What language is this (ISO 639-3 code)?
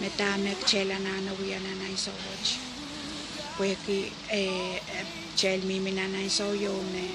pon